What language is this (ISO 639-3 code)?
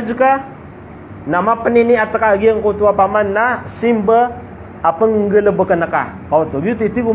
mrw